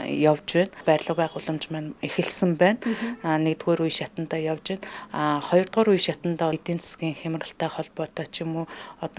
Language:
Mongolian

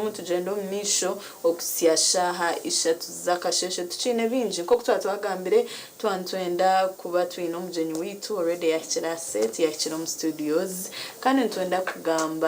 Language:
Nyankole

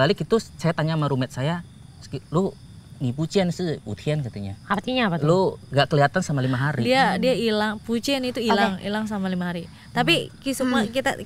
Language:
Indonesian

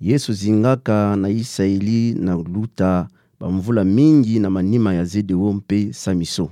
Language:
Kituba (Democratic Republic of Congo)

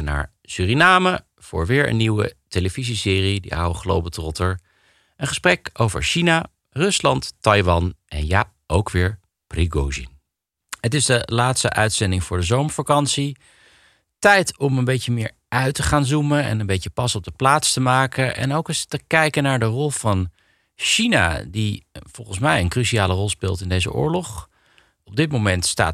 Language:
Dutch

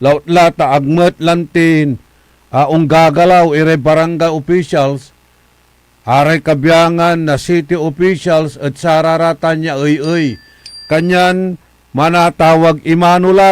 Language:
Pangasinan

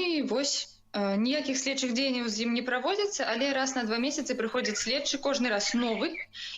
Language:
Belarusian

